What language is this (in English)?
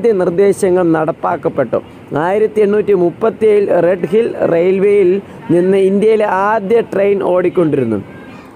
Malayalam